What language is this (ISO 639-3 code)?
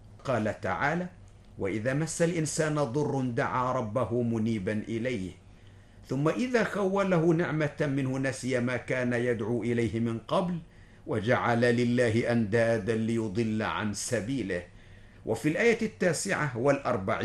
ara